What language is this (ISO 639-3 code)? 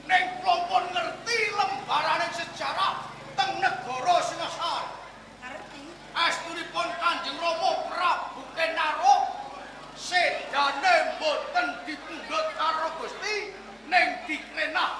jav